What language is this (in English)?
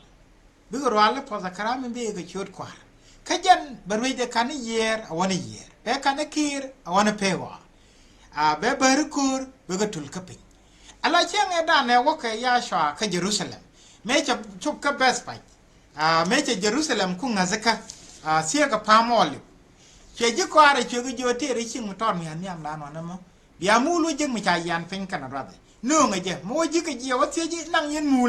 Nuer